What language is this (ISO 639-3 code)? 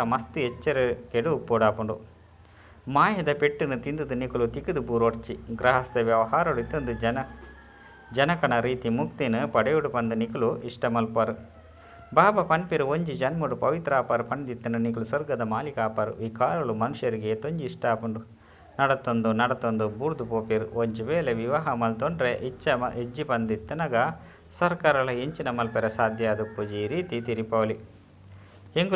tcy